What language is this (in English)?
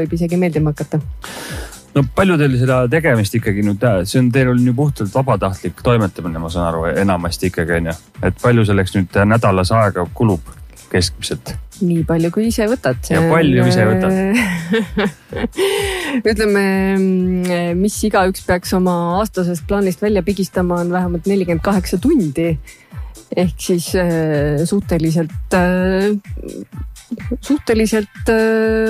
Estonian